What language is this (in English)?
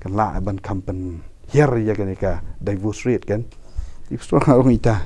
Khasi